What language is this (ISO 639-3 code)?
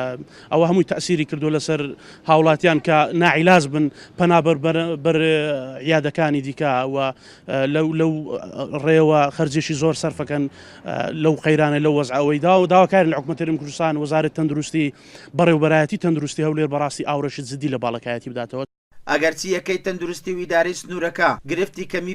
ckb